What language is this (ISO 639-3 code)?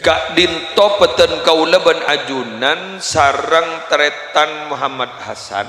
mad